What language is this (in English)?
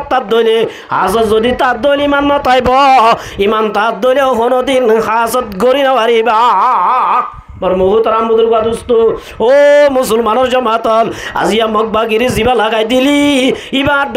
Rohingya